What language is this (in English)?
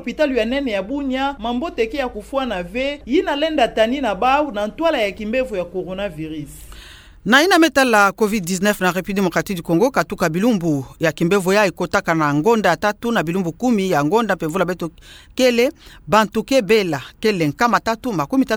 Kituba (Democratic Republic of Congo)